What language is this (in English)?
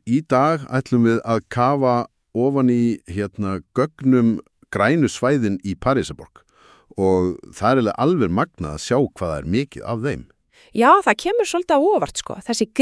Icelandic